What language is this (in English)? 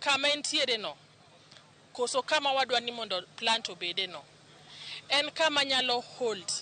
Luo (Kenya and Tanzania)